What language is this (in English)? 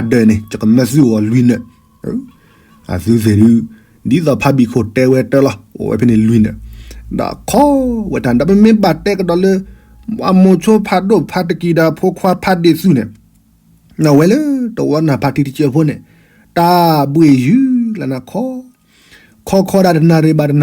S'gaw Karen